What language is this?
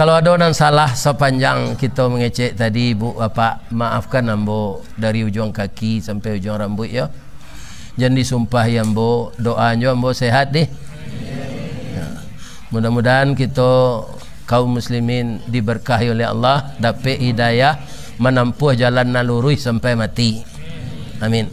Minangkabau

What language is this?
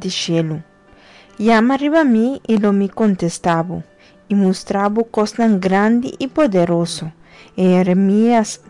Papiamento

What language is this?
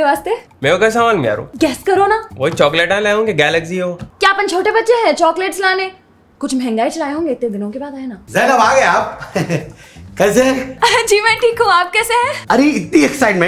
Hindi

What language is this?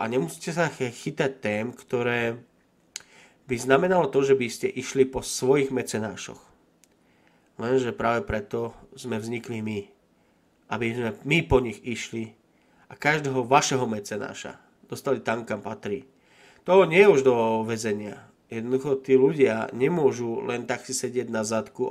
Slovak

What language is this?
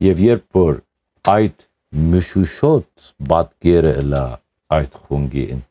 Western Armenian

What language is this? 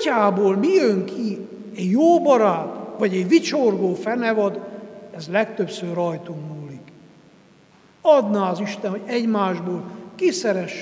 Hungarian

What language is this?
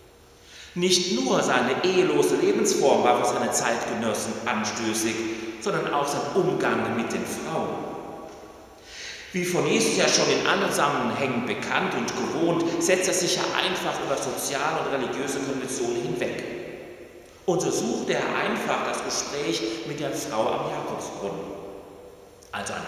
German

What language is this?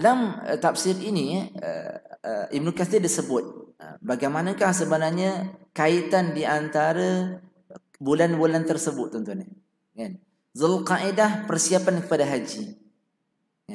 Malay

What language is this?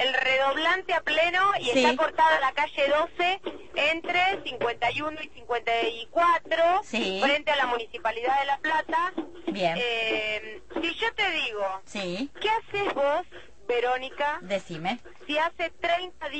Spanish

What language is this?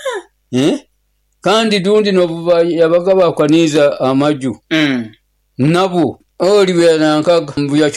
Nyoro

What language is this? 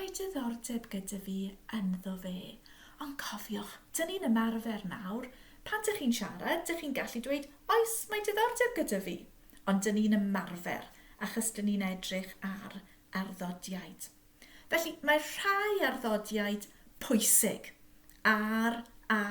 Welsh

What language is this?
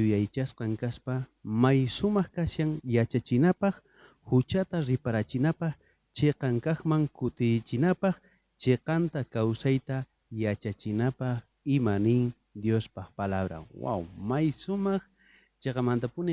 South Bolivian Quechua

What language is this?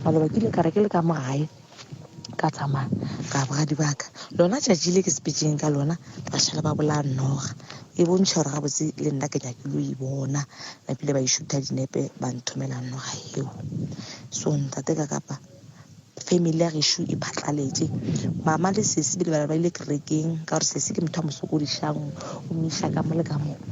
Northern Sotho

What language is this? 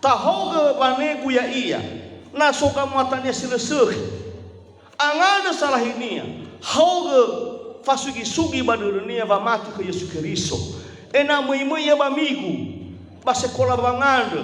Nias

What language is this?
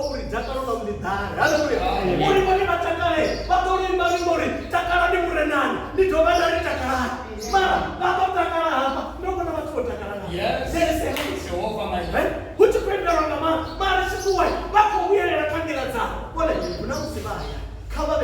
Venda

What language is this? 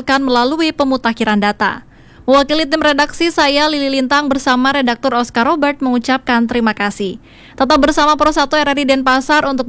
Indonesian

